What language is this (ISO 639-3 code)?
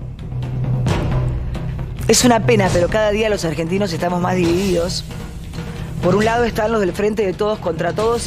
spa